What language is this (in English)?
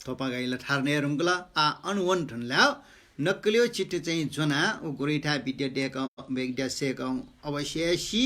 Newari